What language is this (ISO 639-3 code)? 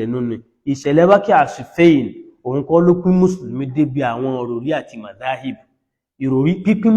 yor